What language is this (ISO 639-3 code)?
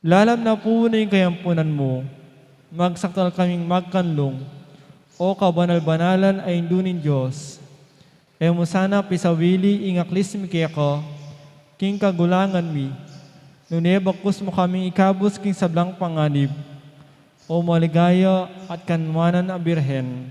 pam